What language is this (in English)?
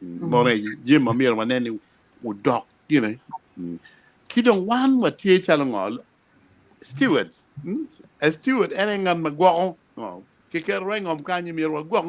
Acoli